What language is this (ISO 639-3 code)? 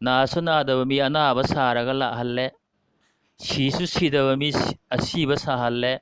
mni